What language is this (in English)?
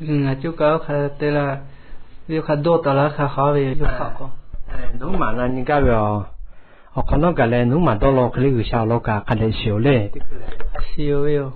Lahu